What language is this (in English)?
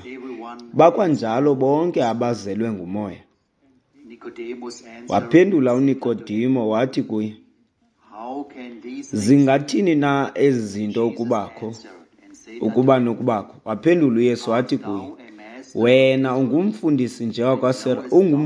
Xhosa